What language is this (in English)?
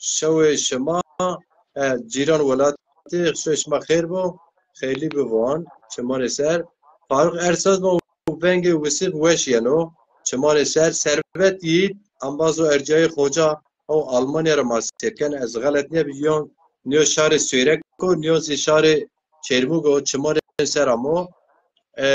Zaza